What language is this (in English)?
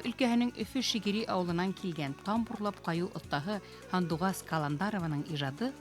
Bashkir